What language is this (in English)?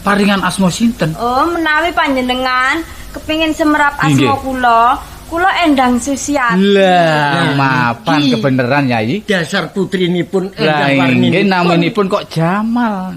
Javanese